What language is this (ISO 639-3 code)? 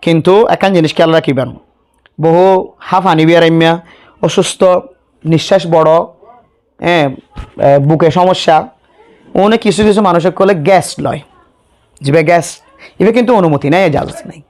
rhg